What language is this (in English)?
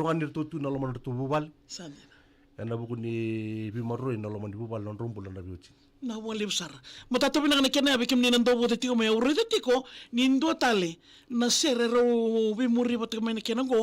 Fijian